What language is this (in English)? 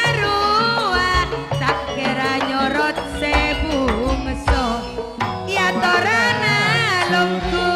Madurese